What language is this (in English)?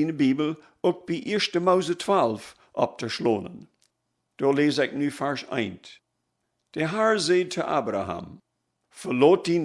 Plautdietsch